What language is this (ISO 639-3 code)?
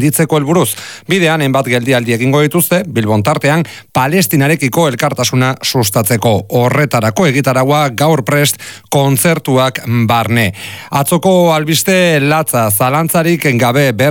eus